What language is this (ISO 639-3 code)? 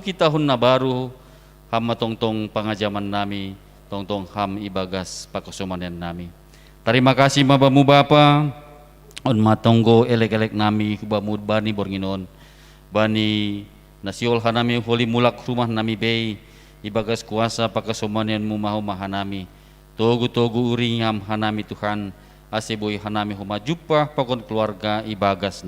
bts